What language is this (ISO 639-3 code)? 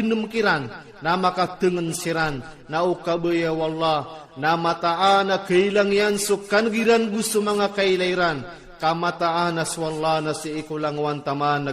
mrw